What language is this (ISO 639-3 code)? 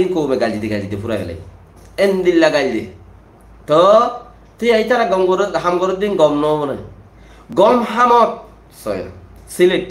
rhg